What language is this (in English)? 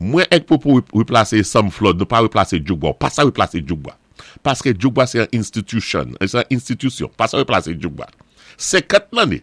Saint Lucian Creole French